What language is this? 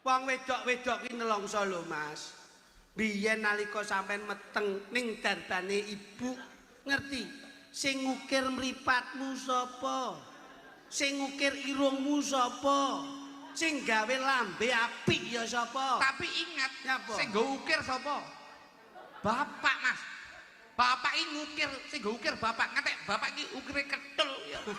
Javanese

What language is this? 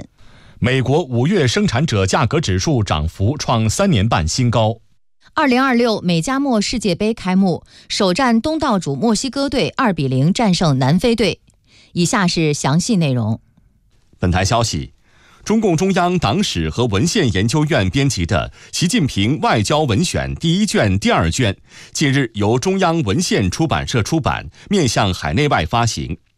Chinese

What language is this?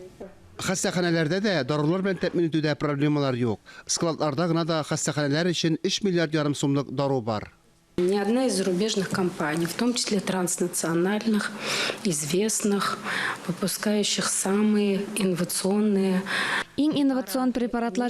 Tatar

